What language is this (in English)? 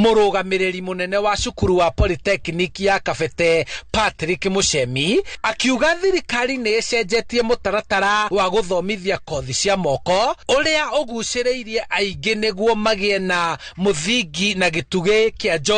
Kikuyu